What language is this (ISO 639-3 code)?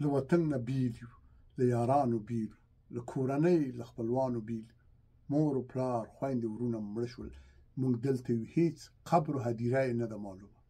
pus